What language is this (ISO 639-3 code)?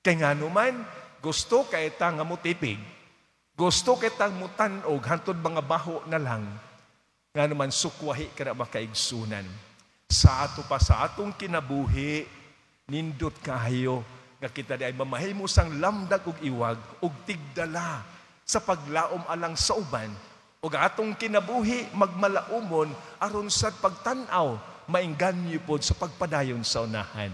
ceb